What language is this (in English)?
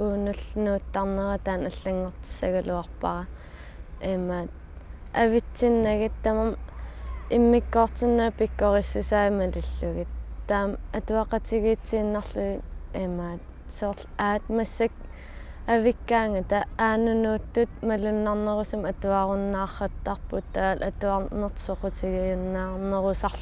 Kalaallisut